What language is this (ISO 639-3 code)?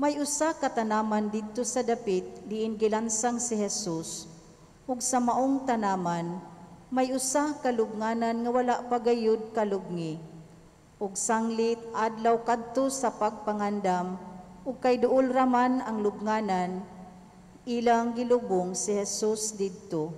ceb